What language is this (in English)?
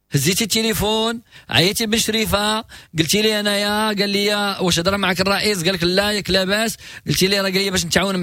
Moroccan Arabic